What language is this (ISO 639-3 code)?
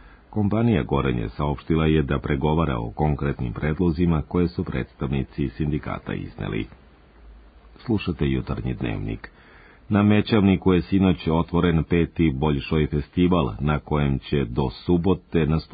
srp